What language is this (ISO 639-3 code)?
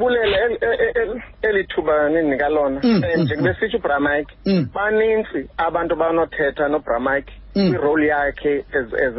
xho